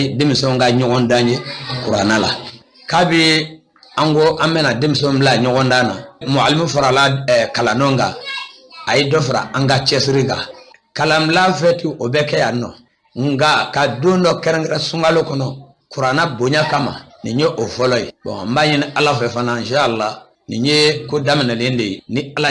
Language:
Bambara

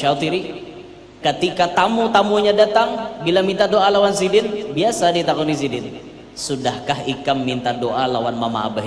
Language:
Banjar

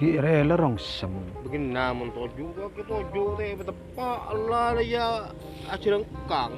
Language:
Madurese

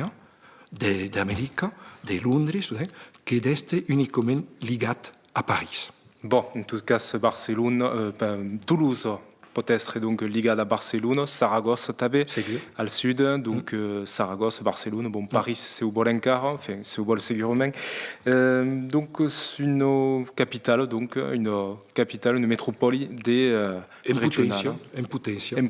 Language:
Occitan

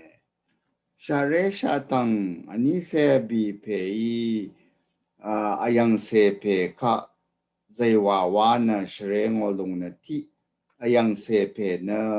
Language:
Rawang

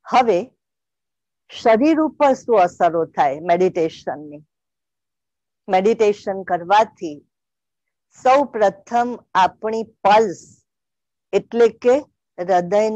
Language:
Gujarati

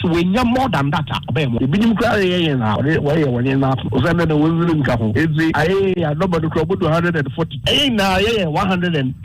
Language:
Akan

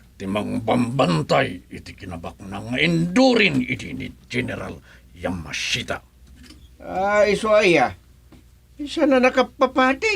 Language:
Iloko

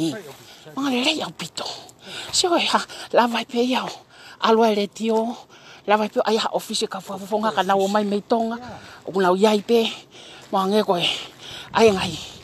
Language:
Tongan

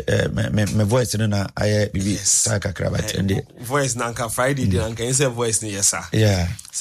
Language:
Akan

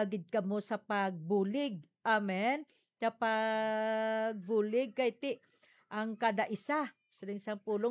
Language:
Hiligaynon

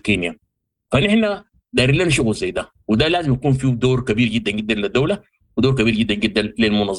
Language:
Sudanese Arabic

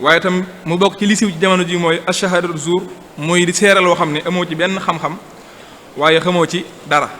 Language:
Wolof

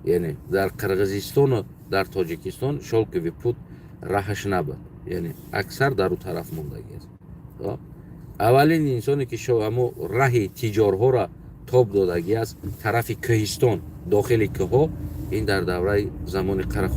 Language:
Tajik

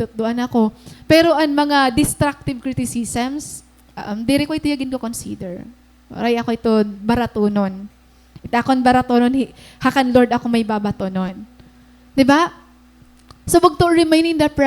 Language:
Waray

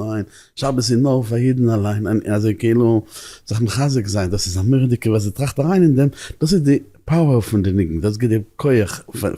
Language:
Yiddish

